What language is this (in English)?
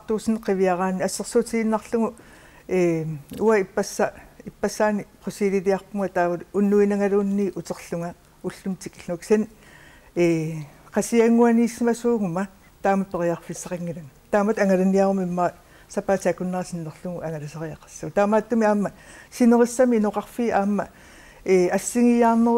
Kalaallisut